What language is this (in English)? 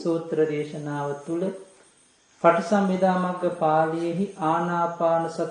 Sinhala